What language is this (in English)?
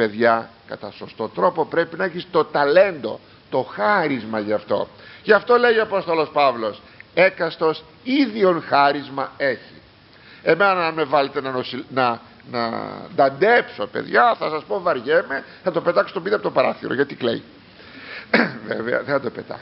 Greek